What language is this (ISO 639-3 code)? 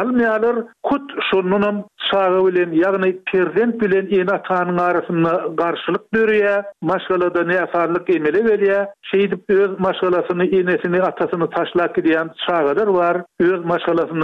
tuk